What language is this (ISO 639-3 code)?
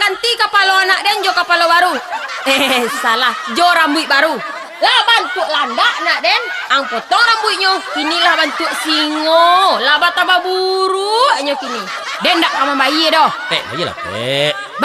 min